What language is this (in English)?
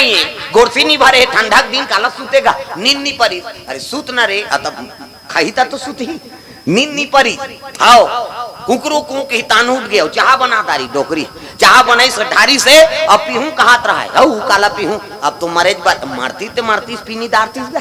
Chhattisgarhi